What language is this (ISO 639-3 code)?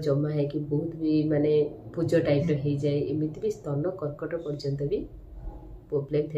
ori